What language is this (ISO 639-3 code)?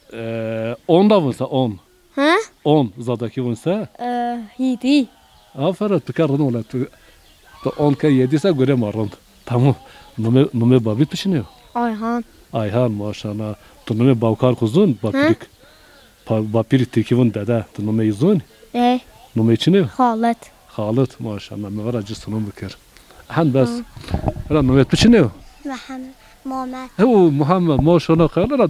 zza